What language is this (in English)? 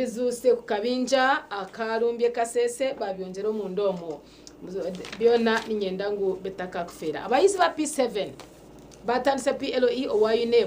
Nyankole